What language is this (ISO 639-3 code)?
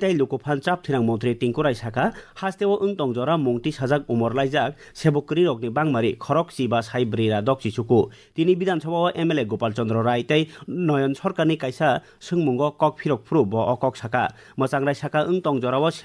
trp